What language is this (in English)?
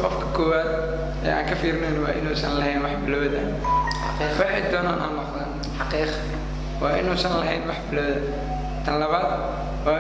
Somali